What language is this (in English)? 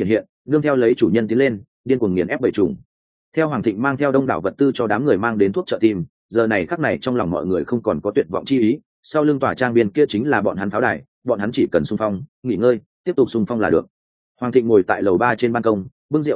Vietnamese